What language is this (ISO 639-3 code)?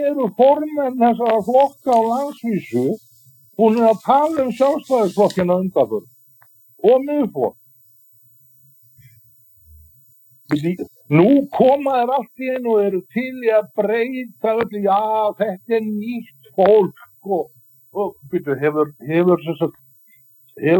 isl